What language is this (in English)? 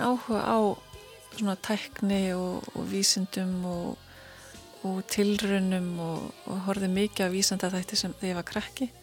Icelandic